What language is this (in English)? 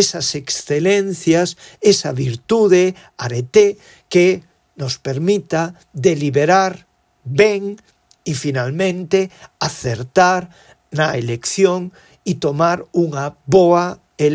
Galician